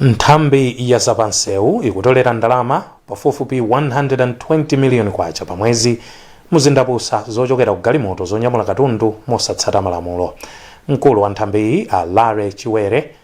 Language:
Nyanja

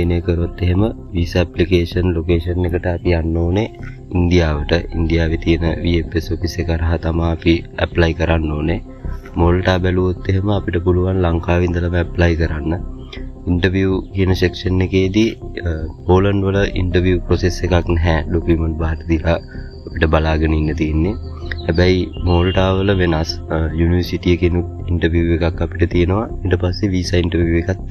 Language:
Sinhala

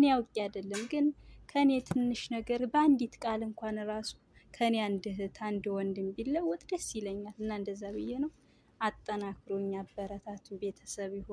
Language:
Amharic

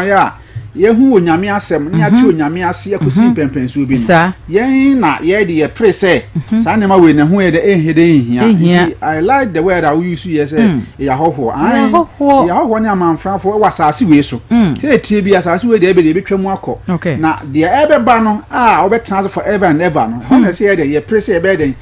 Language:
Akan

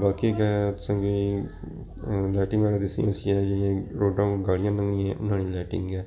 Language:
Pahari-Potwari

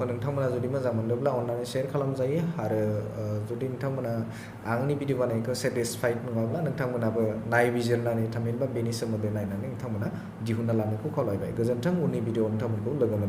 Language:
Bodo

